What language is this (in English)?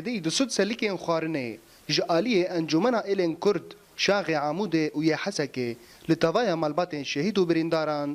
Kurdish